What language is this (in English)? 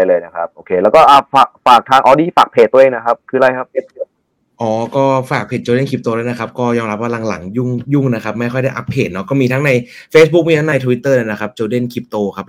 Thai